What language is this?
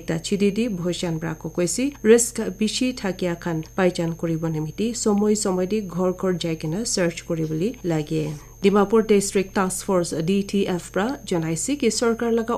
Naga Pidgin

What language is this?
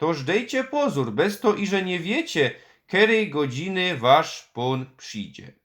Silesian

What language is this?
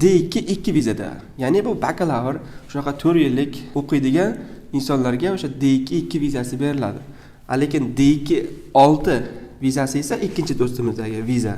Uzbek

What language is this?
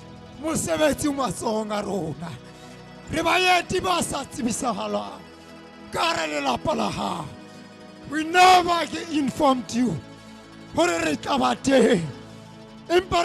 Southern Sotho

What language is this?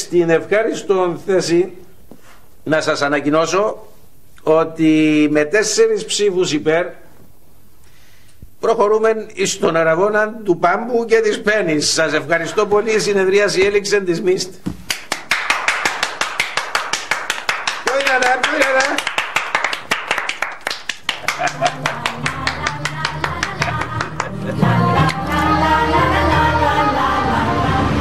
Greek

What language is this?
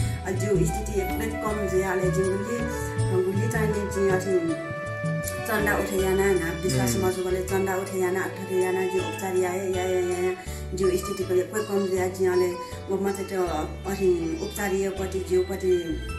Newari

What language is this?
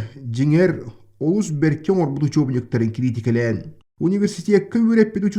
Yakut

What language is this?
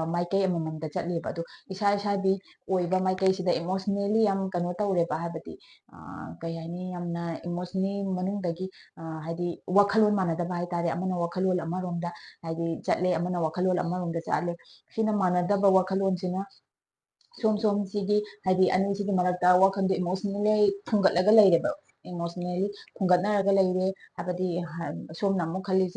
Manipuri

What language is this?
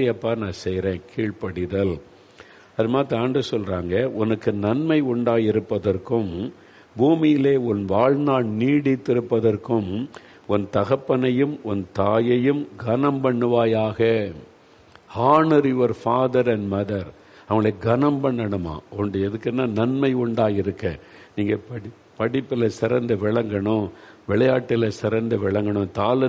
Tamil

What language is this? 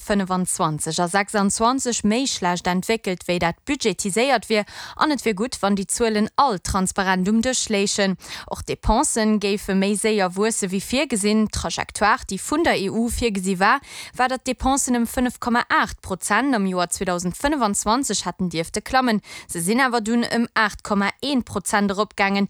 Luxembourgish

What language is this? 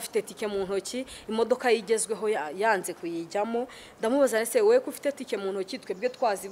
Kinyarwanda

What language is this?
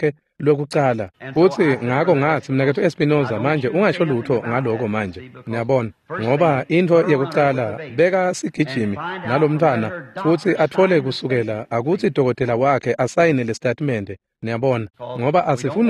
Swati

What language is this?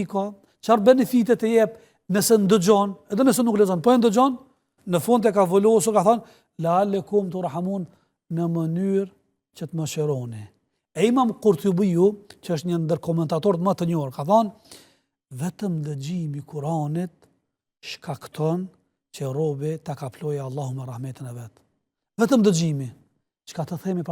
Albanian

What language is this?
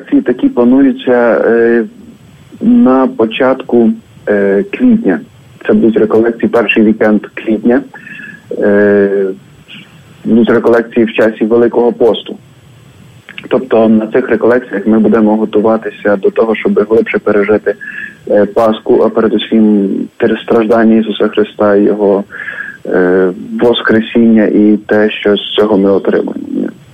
Ukrainian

